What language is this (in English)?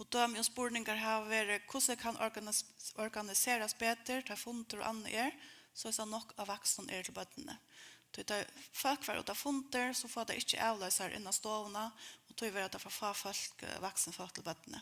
Faroese